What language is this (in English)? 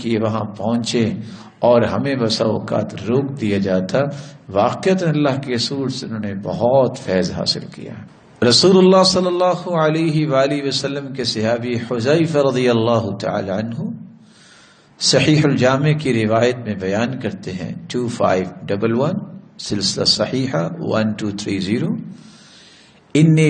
Urdu